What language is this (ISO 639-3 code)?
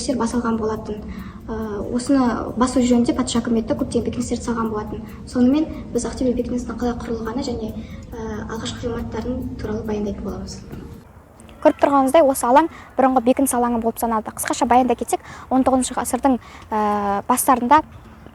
kaz